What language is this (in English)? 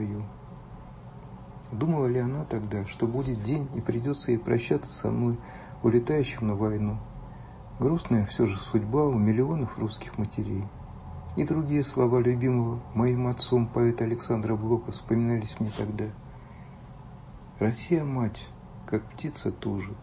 Russian